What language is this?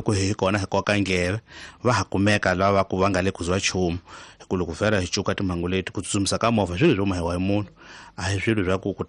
Tsonga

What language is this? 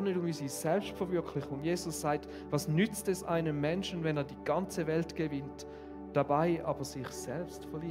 Swiss German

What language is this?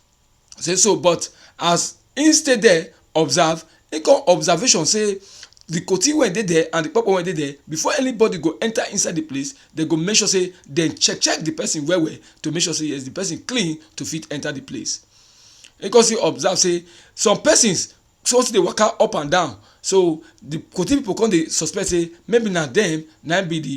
Nigerian Pidgin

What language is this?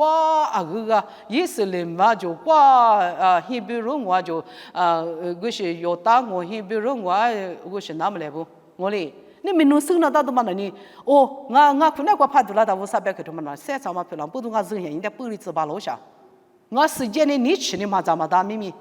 Lisu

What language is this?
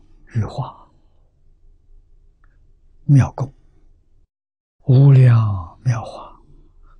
Chinese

